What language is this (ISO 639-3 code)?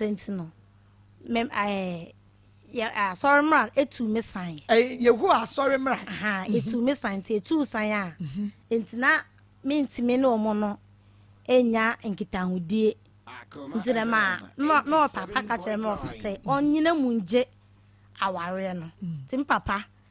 aka